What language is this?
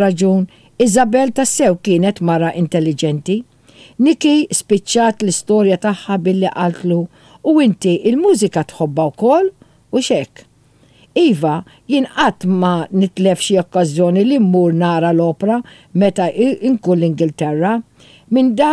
Maltese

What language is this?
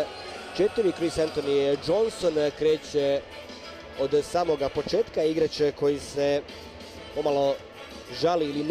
Croatian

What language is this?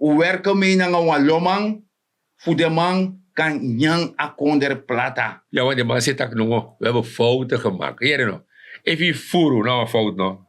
Sranan Tongo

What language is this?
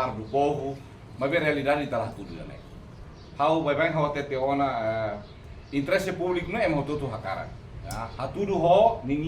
Tetum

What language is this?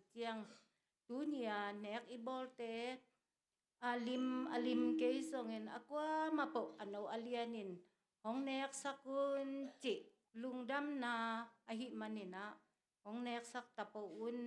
Tedim Chin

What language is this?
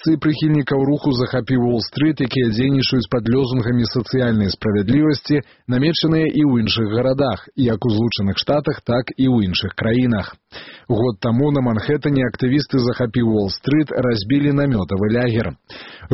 Belarusian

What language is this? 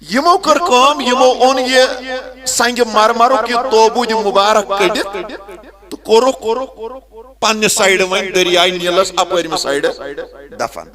Kashmiri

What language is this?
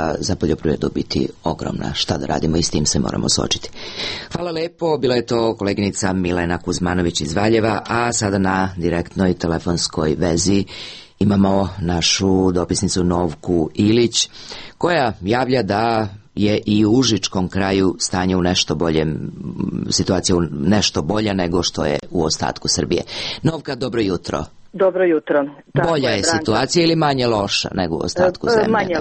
Serbian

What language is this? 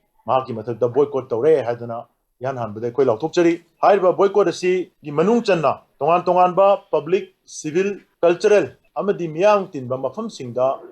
Manipuri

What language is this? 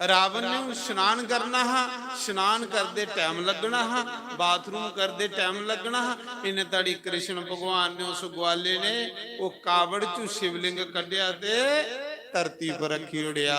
Dogri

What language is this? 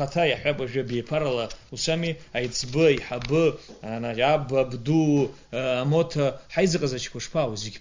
Abkhazian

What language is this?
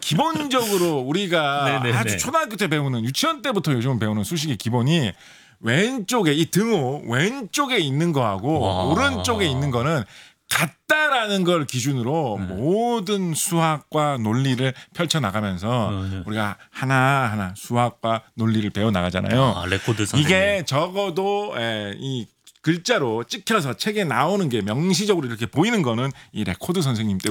Korean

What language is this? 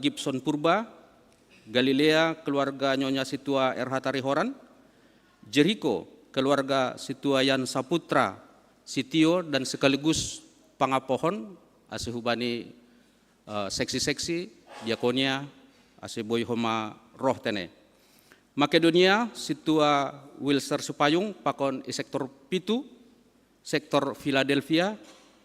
Batak Simalungun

